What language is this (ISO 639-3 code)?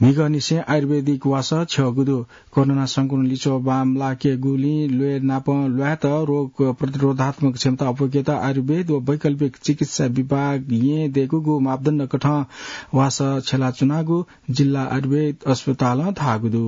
new